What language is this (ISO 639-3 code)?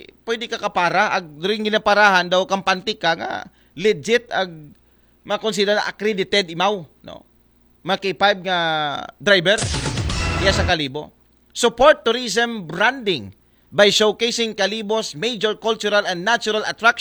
akl